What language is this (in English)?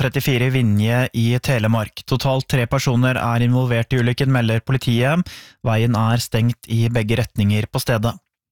Norwegian